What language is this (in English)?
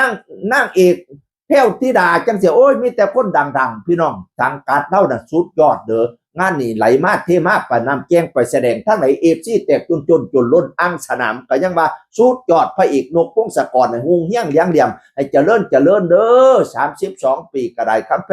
Northeastern Thai